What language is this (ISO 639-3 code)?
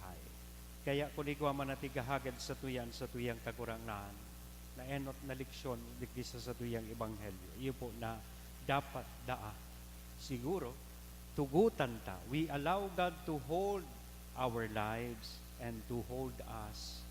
bik